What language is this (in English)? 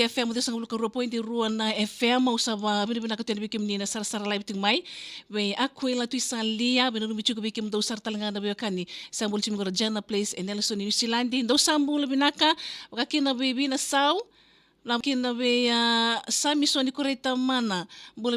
Fijian